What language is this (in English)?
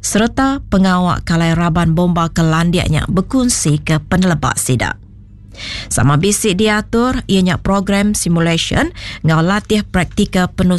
Iban